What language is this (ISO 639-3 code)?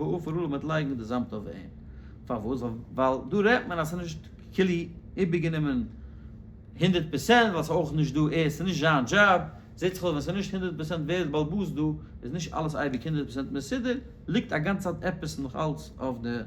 yid